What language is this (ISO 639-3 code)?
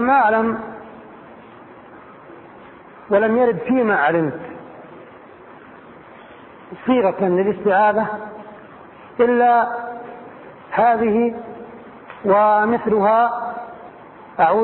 ara